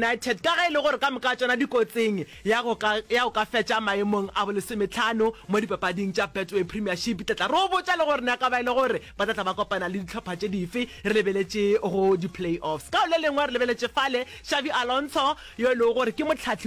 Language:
Northern Sotho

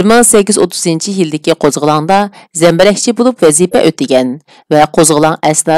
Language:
Uyghur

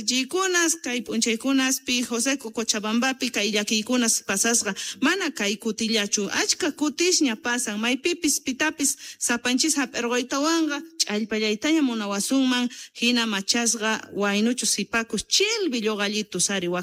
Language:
South Bolivian Quechua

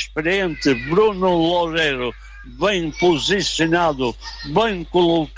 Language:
Portuguese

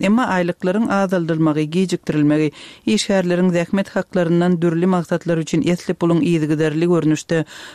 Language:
Turkmen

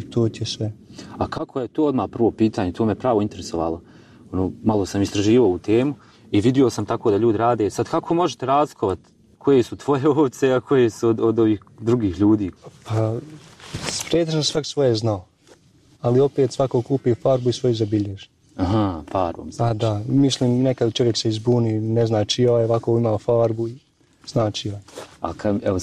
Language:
Bosnian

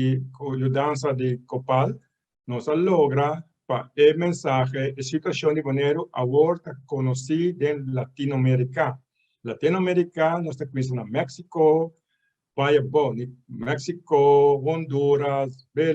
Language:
Papiamento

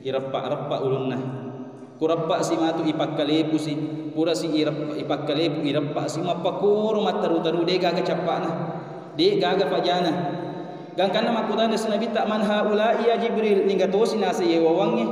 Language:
Buginese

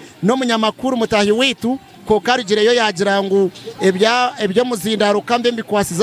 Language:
Nyankole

